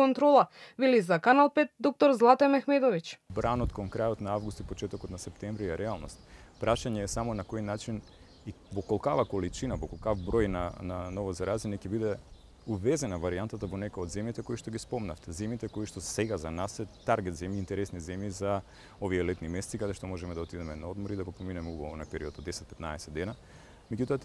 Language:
Macedonian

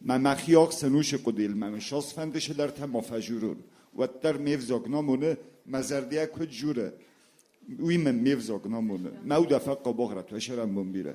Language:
Ossetic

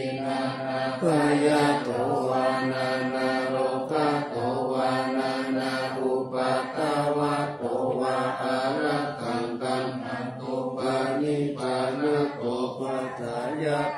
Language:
Pali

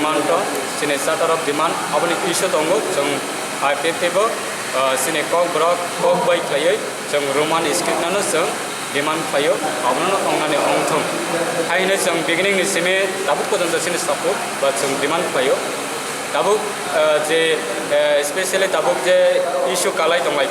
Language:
Kok Borok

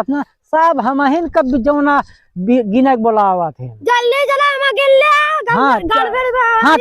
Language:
Awadhi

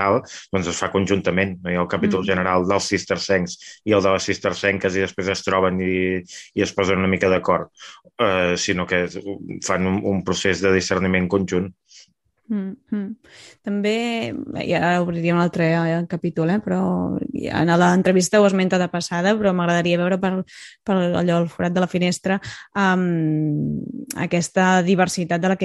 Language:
Catalan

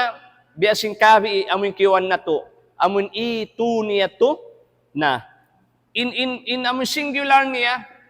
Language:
Tausug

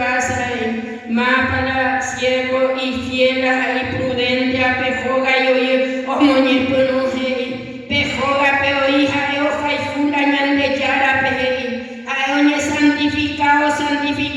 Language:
Guarani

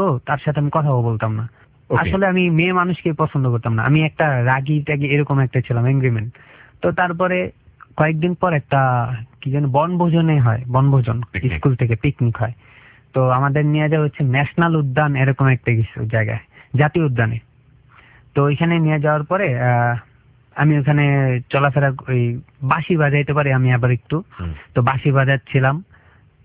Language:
Bangla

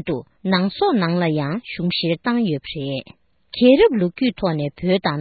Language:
Tibetan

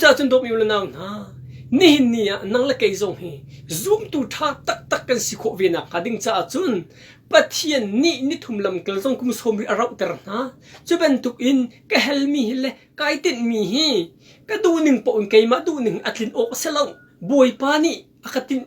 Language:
Hakha Chin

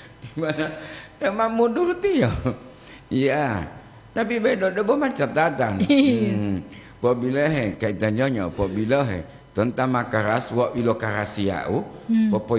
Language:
Gorontalo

